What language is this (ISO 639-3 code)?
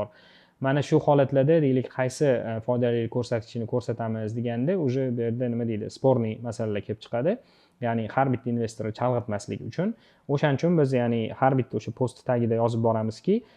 uzb